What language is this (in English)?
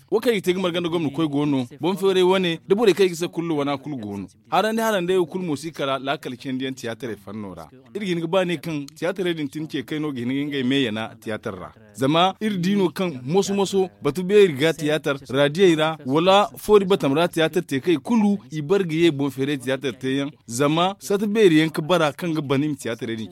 Zarma